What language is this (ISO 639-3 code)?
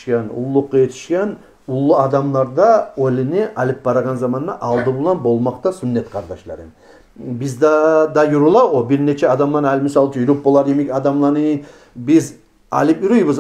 kum